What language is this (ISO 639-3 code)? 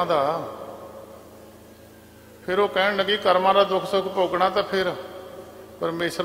pan